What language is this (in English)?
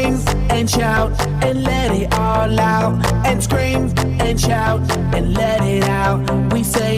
Kara-Kalpak